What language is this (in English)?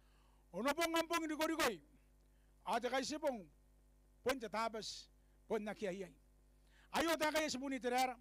Gilbertese